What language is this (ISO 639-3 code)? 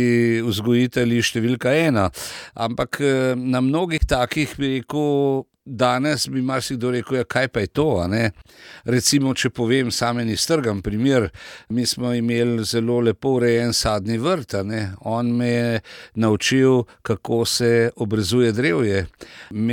slv